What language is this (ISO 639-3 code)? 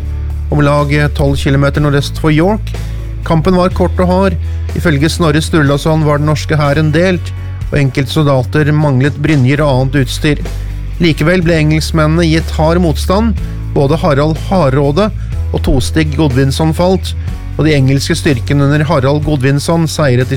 nor